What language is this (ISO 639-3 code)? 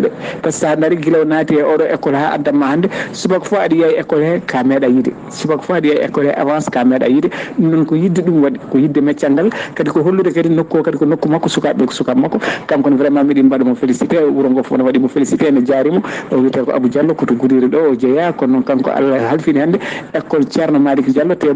ful